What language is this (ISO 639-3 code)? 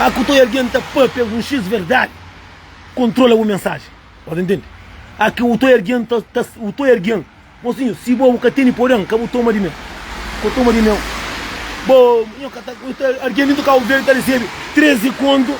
kea